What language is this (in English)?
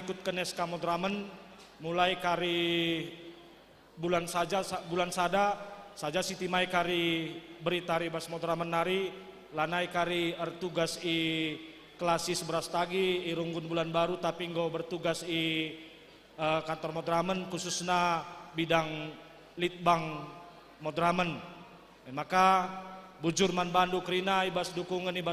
Batak Karo